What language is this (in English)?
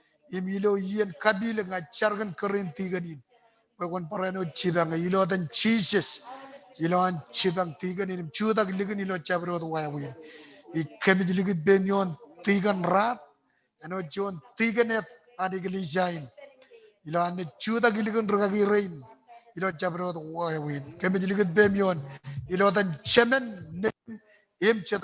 Marshallese